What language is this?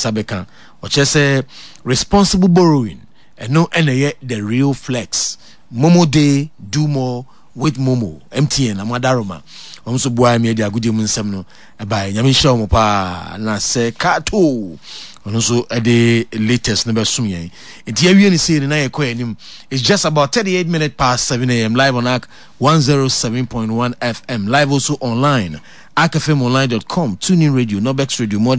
Akan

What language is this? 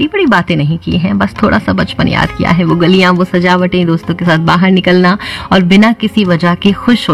Hindi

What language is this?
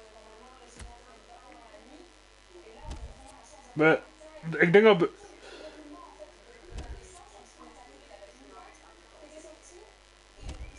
Dutch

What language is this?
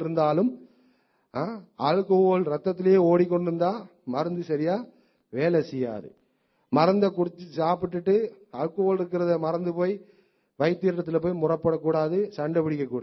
Tamil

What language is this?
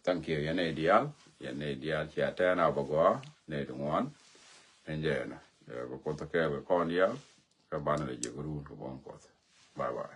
Nuer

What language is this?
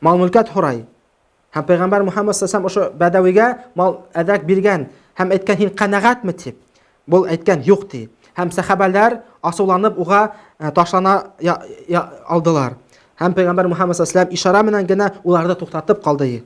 Bashkir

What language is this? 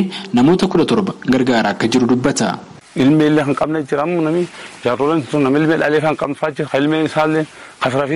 Oromo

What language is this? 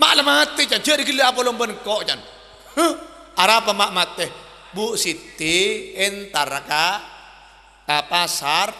Madurese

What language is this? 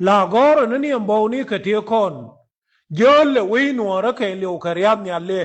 Nuer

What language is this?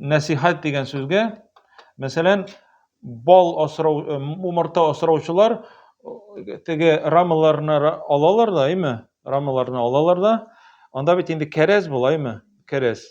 Tatar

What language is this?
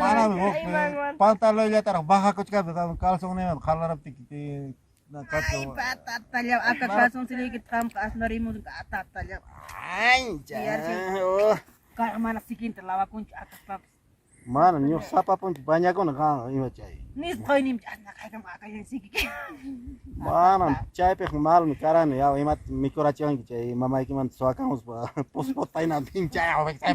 Ayacucho Quechua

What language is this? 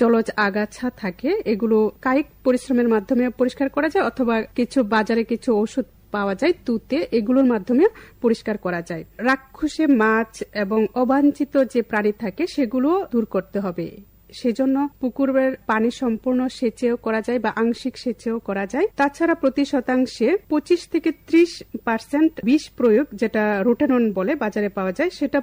Bangla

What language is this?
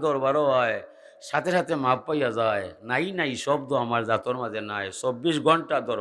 Sylheti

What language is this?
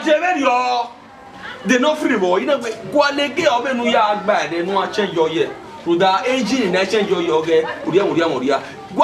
Bini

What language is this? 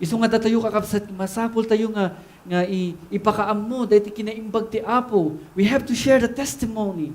Iloko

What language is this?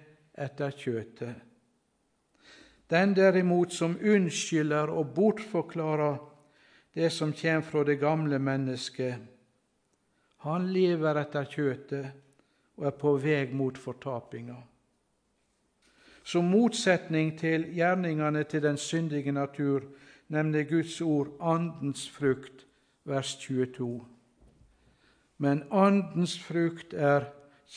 Norwegian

